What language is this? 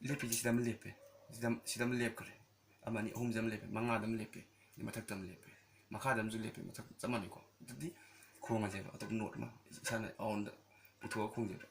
Manipuri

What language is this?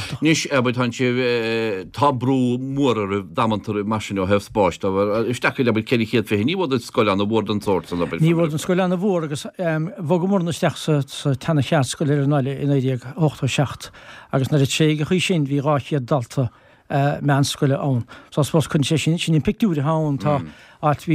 Irish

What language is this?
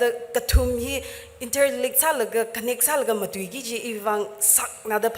Tangkhul Naga (India)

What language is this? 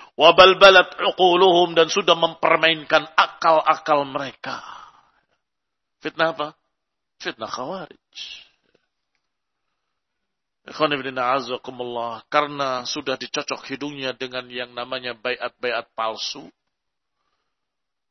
Indonesian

